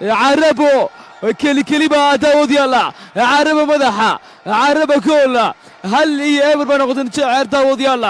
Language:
Somali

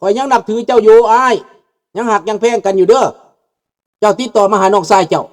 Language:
Lao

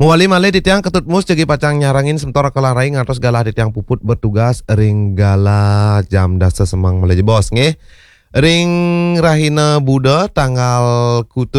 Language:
Balinese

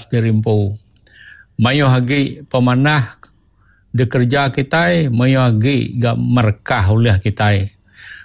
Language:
Iban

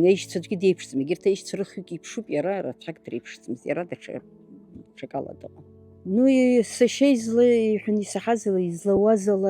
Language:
Abkhazian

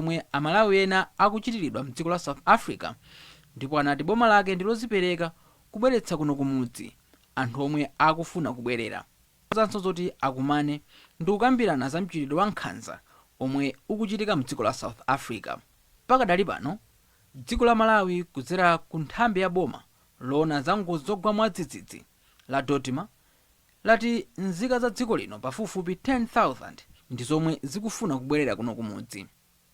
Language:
Nyanja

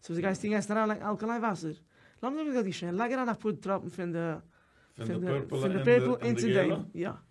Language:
Yiddish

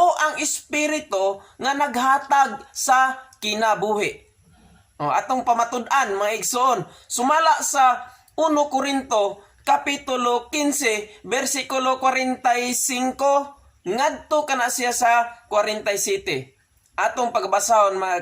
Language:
Cebuano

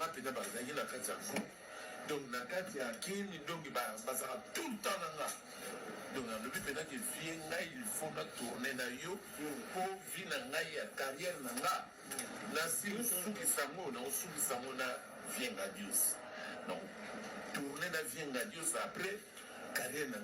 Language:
Lingala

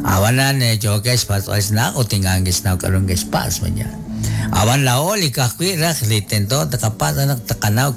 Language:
Kekchí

